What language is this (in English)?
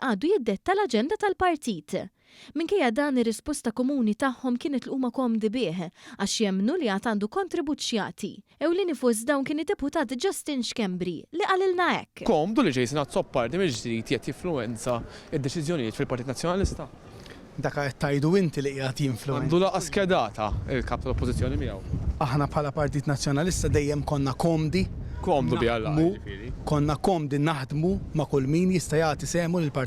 Maltese